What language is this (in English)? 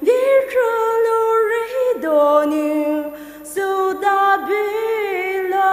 Poumei Naga